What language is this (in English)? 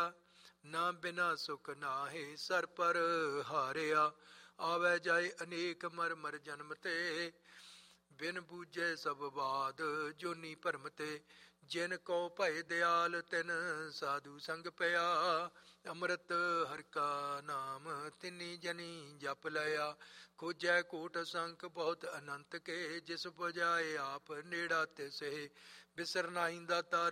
Punjabi